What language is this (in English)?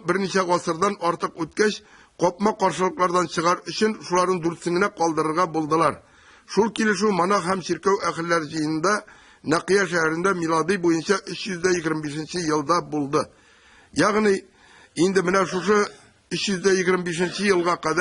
Tatar